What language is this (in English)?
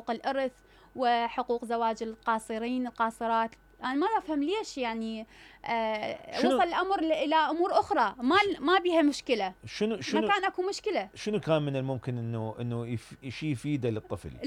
Mesopotamian Arabic